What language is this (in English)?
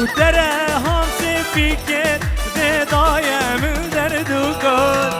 Kurdish